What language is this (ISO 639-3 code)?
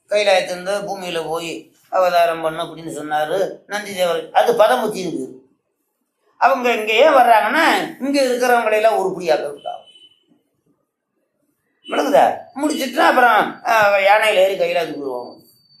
tam